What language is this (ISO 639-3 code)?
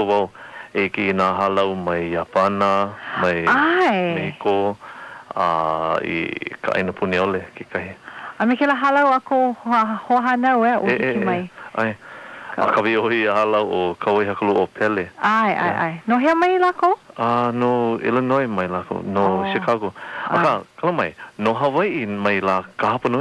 haw